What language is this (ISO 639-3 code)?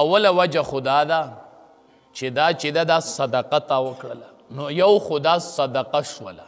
pus